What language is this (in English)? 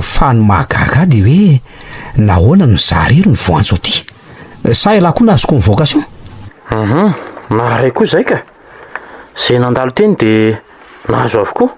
Malagasy